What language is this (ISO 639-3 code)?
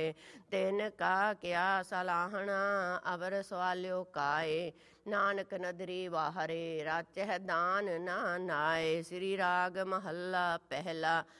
pan